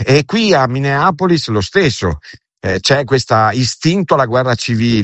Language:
Italian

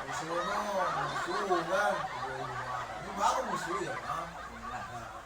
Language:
Minangkabau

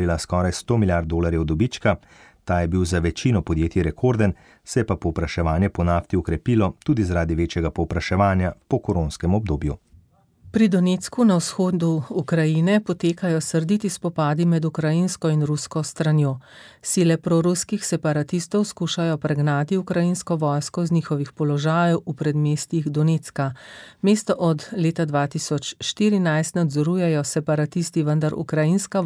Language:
Slovenian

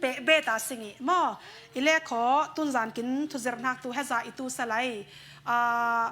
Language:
Falam Chin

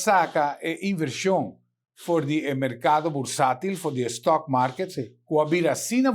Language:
Papiamento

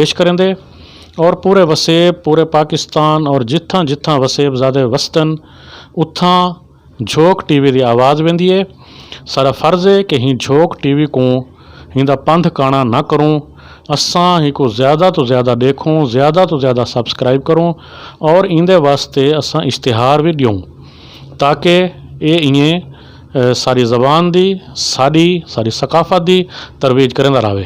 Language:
Saraiki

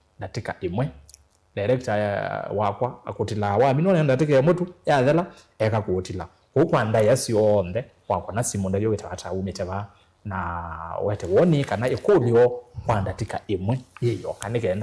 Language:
Kamba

